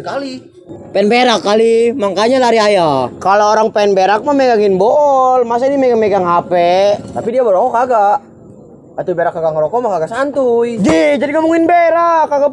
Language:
Betawi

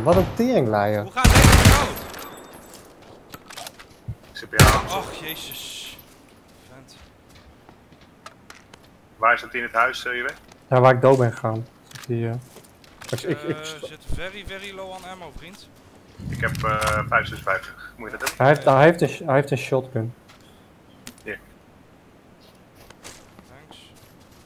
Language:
Dutch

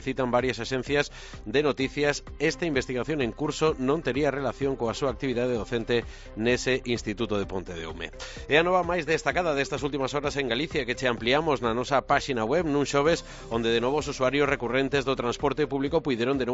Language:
Galician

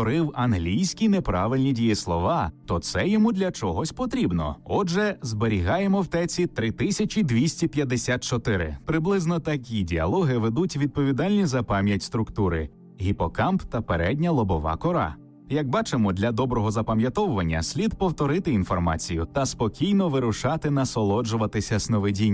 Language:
Ukrainian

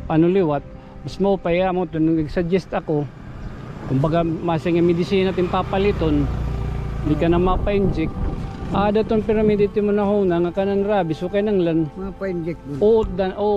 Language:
Waray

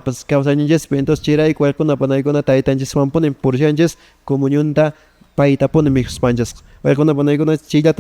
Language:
Quechua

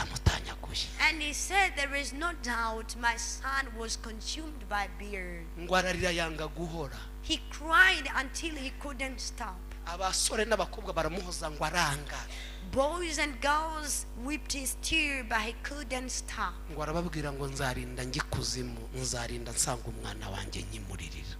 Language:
Kinyarwanda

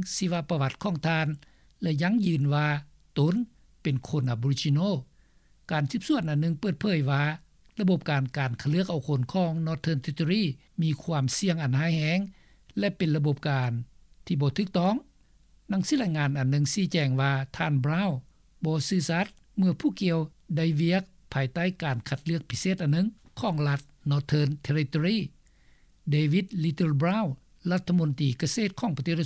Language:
Lao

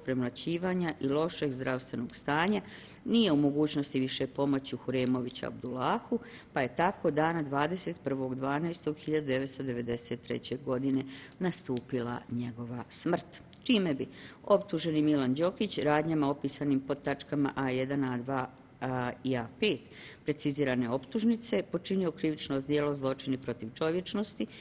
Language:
Bosnian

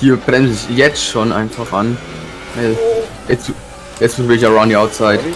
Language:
Bavarian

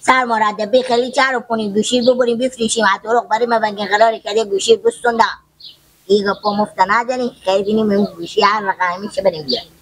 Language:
Persian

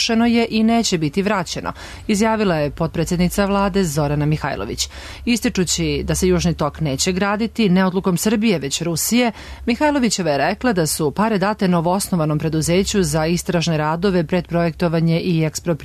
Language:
Serbian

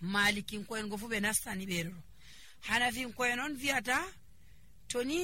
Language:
Nigerian Fulfulde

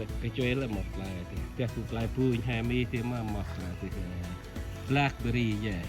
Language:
Central Mnong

